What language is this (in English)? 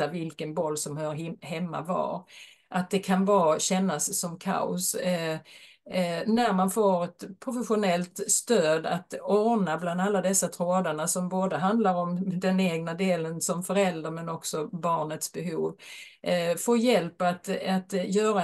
Swedish